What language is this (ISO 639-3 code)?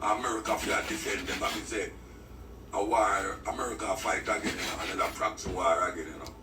jam